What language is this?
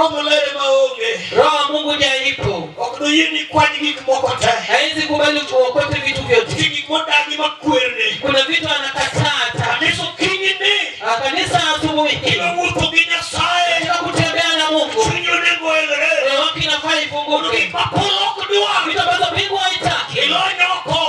Luo (Kenya and Tanzania)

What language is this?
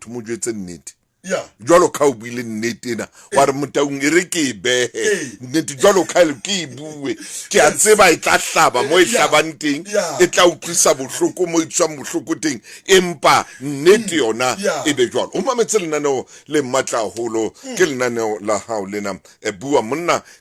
Southern Sotho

